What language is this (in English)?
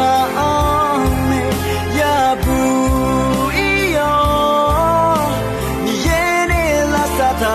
Akha